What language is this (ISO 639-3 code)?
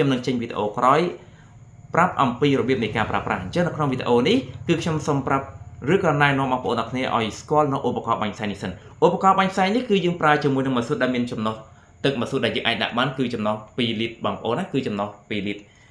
khm